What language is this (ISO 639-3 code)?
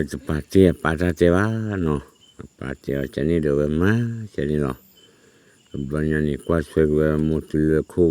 ksw